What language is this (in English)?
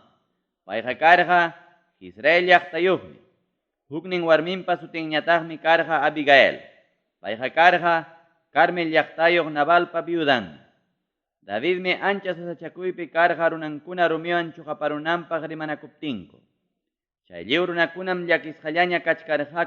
Ayacucho Quechua